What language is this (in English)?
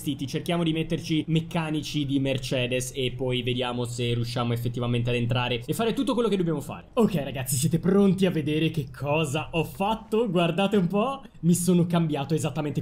Italian